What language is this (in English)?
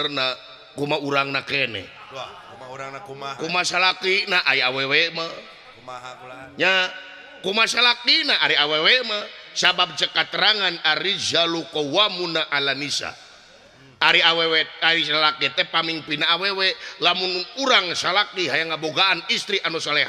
Sundanese